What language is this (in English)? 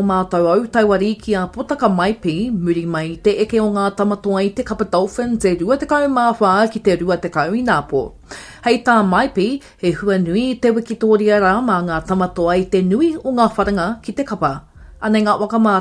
Māori